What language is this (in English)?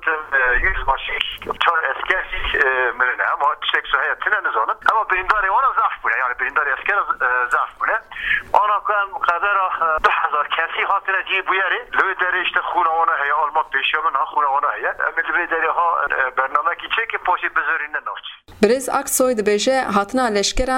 Kurdish